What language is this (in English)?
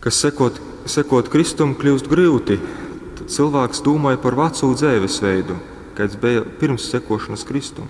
Latgalian